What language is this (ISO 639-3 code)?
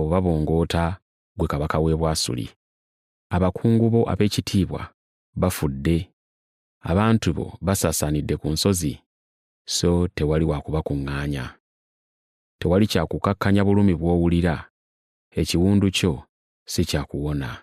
lug